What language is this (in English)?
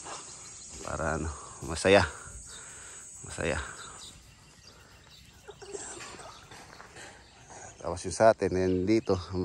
Filipino